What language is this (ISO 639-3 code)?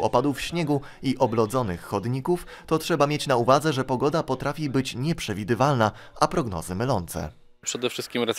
pol